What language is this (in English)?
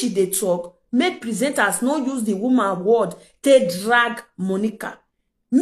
Nigerian Pidgin